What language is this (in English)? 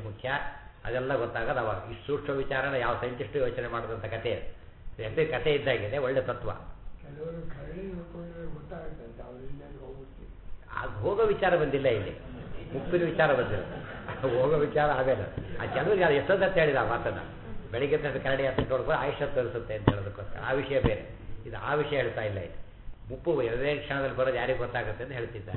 Kannada